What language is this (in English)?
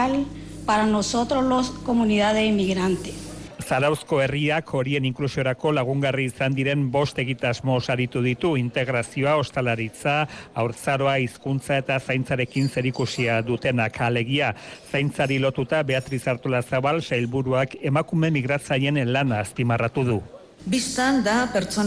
Basque